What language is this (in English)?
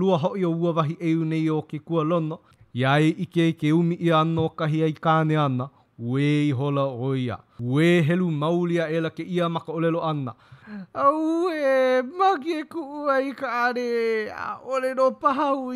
Hawaiian